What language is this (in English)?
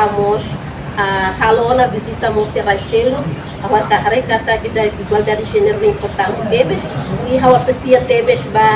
Tetum